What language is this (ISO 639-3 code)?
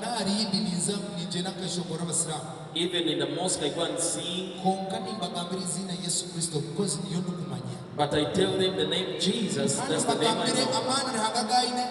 nyn